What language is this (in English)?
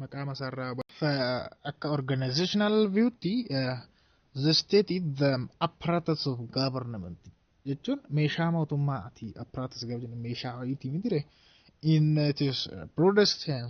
Oromo